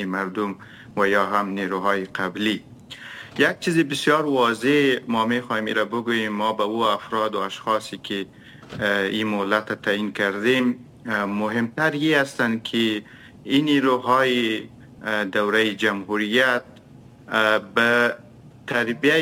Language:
Persian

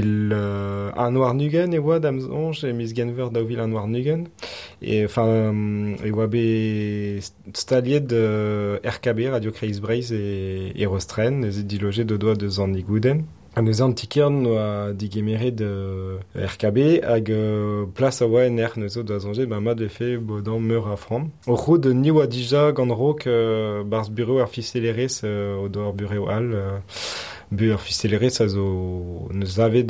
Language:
Breton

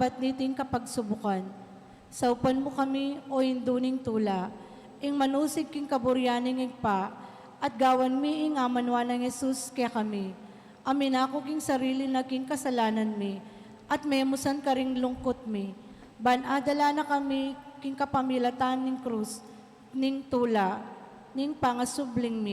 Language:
Pampanga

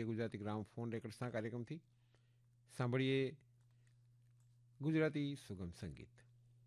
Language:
Gujarati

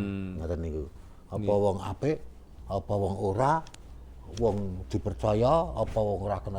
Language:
Javanese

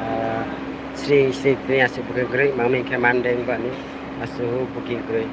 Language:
Kok Borok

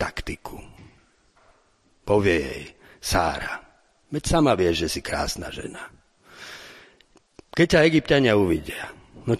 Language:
Slovak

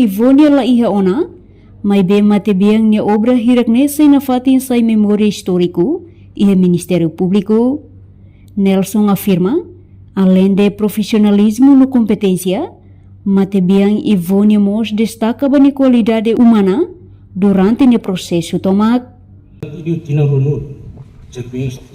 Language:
Tetum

